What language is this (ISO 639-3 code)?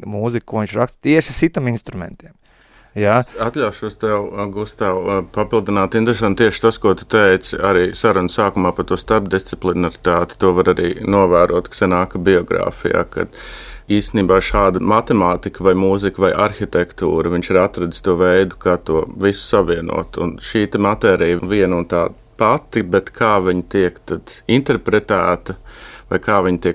lav